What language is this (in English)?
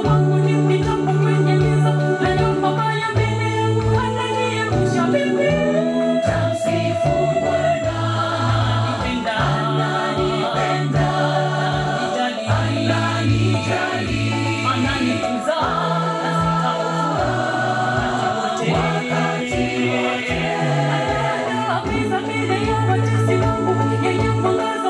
Swahili